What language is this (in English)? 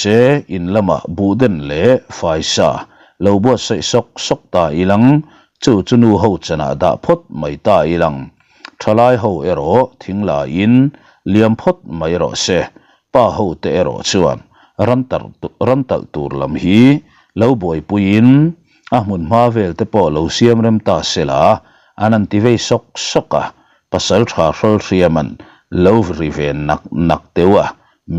Mizo